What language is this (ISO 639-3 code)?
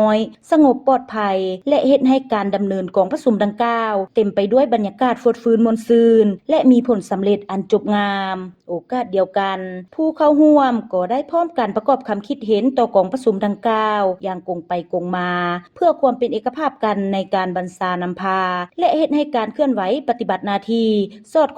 lao